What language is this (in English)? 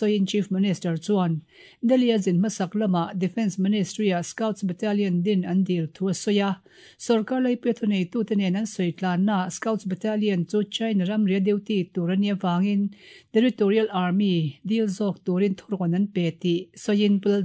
Mizo